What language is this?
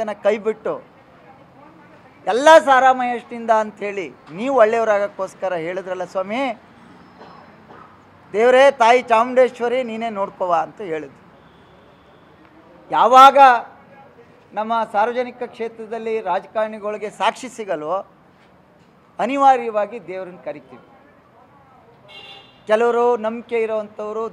Kannada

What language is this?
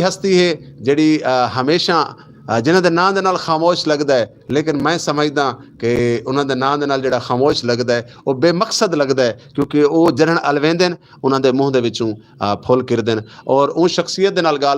Western Panjabi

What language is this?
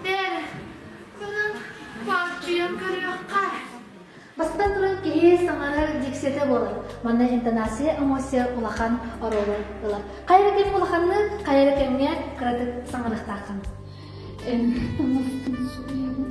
Yakut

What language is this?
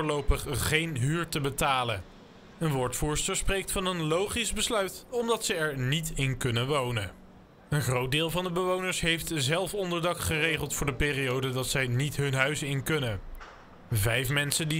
Dutch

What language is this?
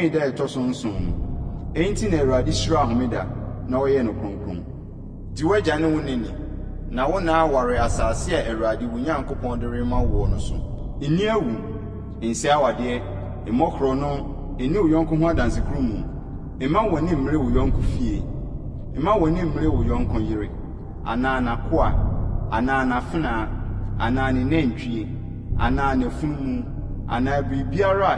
Akan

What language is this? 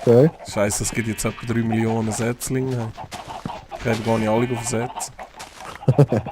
Swiss German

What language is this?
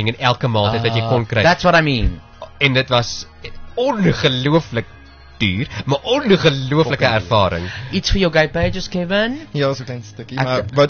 Afrikaans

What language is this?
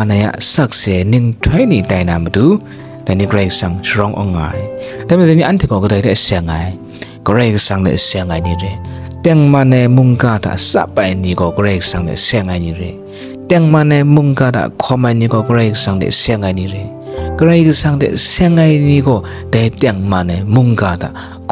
Kachin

